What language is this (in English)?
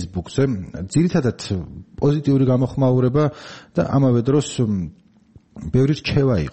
Georgian